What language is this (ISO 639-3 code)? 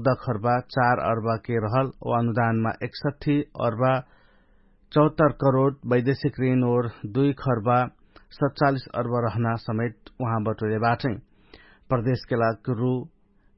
thl